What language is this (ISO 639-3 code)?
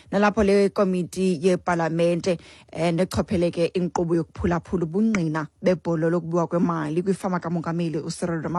xho